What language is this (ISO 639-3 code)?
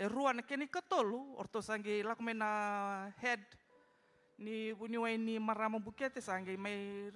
fij